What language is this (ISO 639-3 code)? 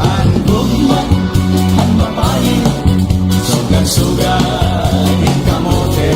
war